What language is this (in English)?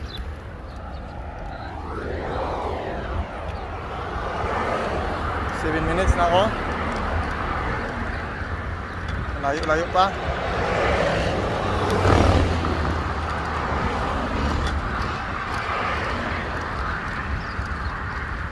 Filipino